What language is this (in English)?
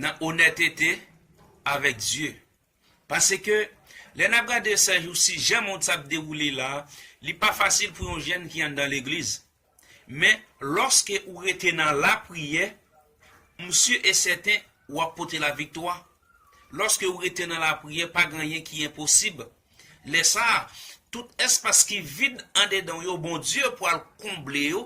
Haitian Creole